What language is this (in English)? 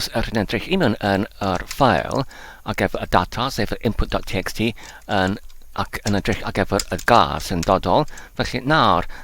Welsh